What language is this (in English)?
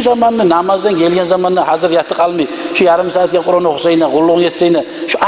Kumyk